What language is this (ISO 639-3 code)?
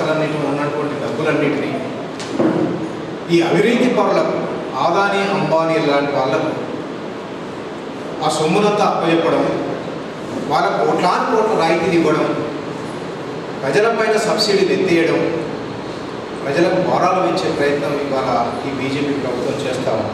tel